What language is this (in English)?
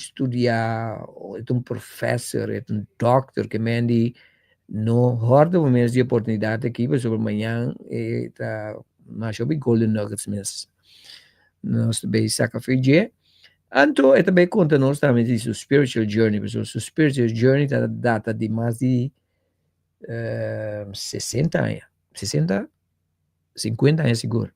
Papiamento